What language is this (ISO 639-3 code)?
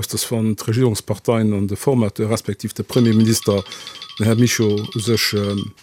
ltz